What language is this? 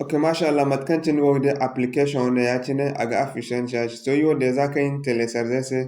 Zarma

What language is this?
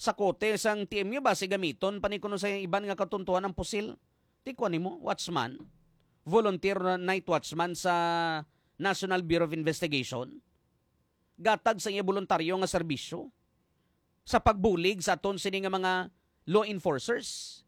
Hiligaynon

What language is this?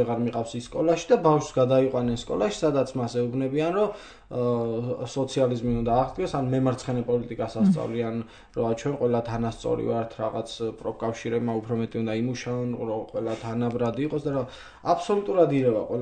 Georgian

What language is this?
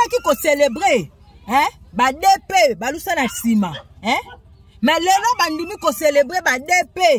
Lingala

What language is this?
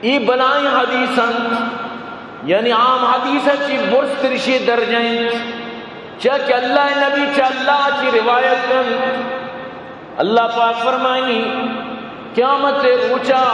Eastern Balochi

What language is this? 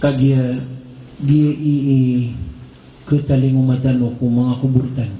Maranao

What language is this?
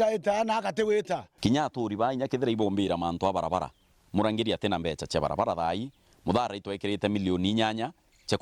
Meru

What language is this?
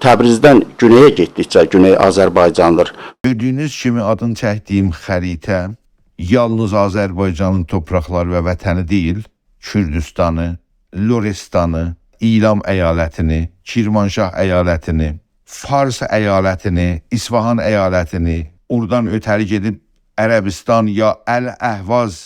South Azerbaijani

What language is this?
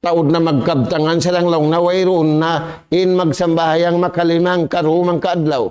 Tausug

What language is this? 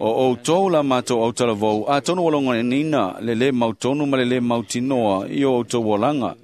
Samoan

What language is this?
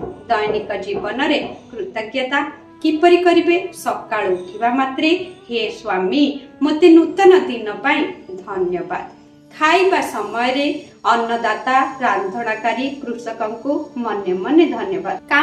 Odia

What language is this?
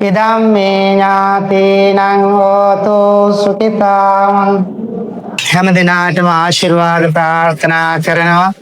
Sinhala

